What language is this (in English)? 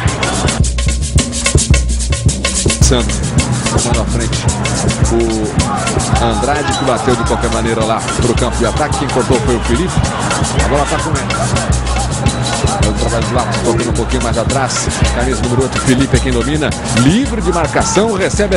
Portuguese